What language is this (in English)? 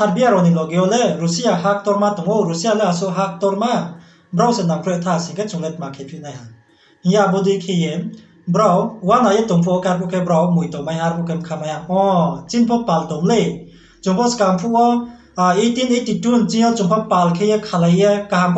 Riang (India)